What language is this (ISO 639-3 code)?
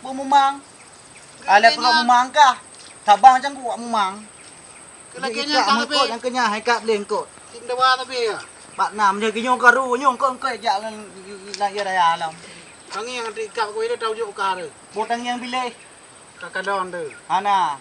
ace